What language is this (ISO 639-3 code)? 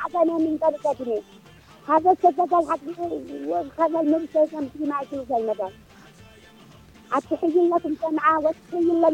ara